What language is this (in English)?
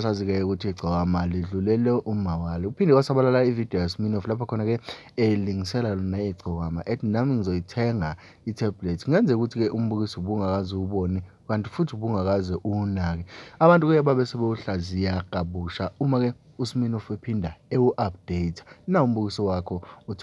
Zulu